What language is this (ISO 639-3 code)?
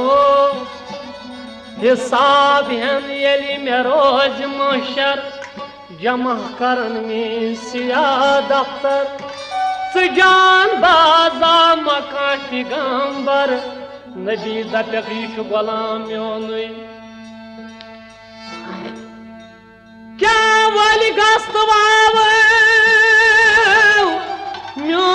kas